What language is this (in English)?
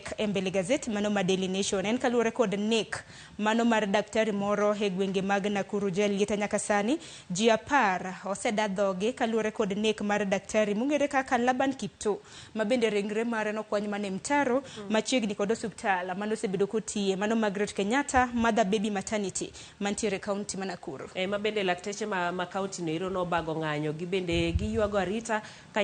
Luo (Kenya and Tanzania)